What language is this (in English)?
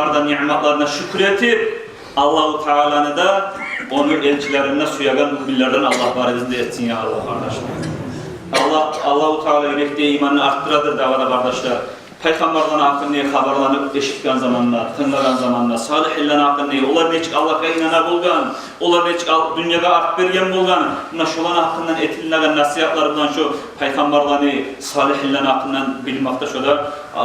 Kumyk